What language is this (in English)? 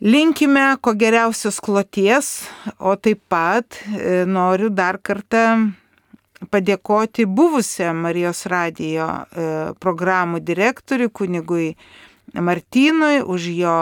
Lithuanian